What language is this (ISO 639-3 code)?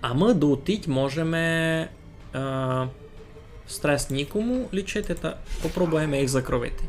rue